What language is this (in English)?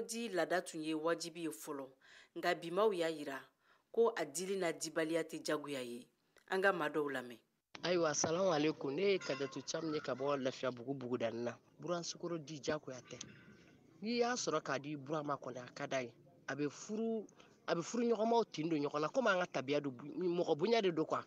Bambara